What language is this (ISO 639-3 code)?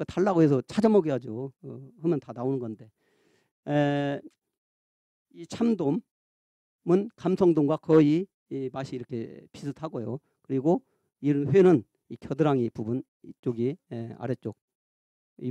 kor